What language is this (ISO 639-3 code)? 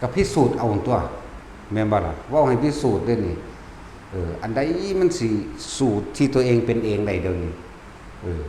tts